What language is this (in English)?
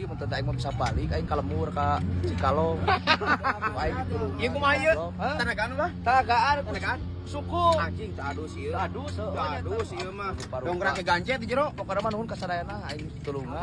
Sundanese